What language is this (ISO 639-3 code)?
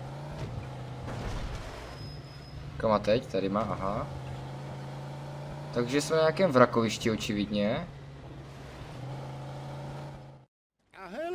ces